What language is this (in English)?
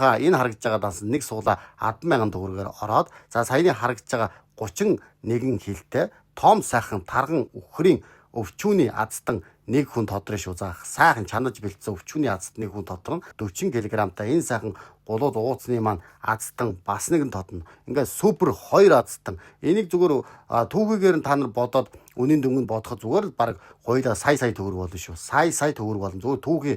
Mongolian